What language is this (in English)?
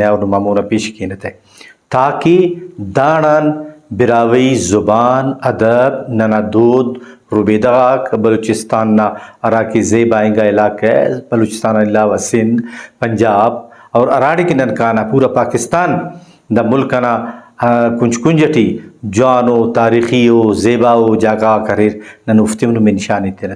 Brahui